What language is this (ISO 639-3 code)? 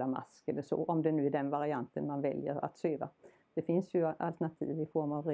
swe